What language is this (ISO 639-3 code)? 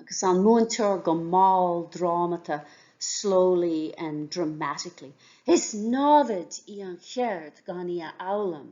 gle